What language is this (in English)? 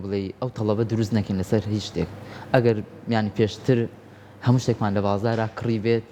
Central Kurdish